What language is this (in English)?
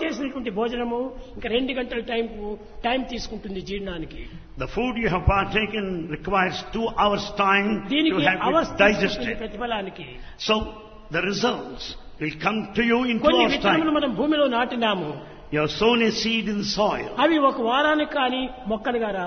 Telugu